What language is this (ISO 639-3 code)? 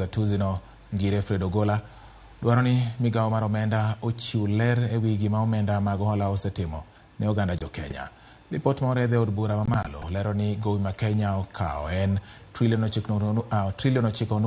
luo